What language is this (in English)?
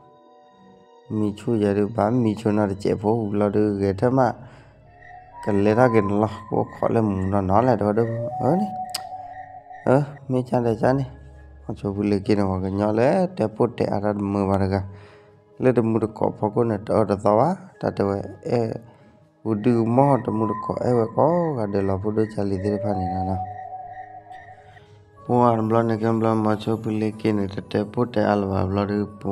S'gaw Karen